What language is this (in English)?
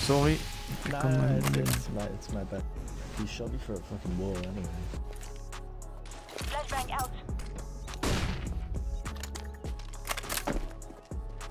French